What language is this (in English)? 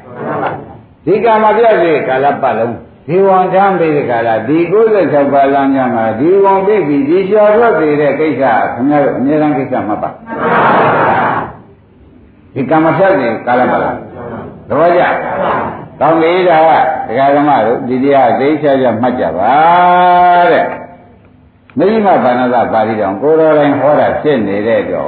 Burmese